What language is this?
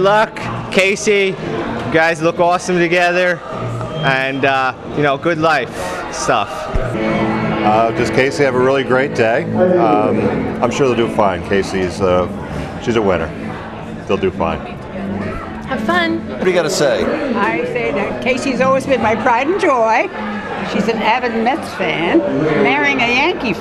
English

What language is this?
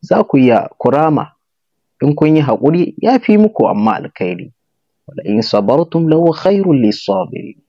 Hausa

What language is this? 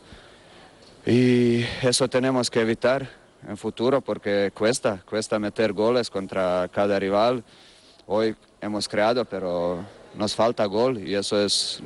Spanish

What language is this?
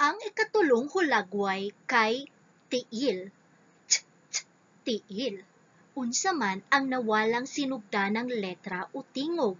Cebuano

